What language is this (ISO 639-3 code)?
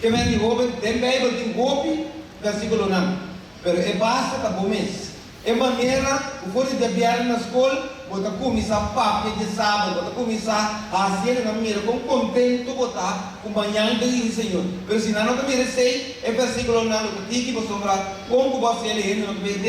pap